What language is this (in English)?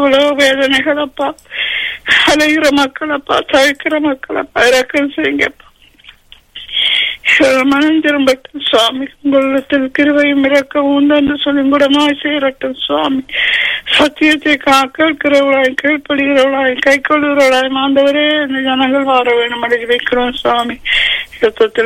Tamil